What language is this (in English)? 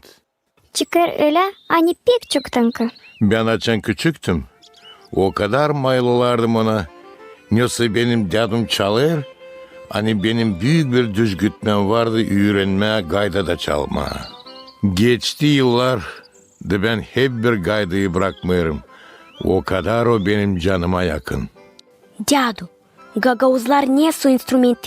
Gagauz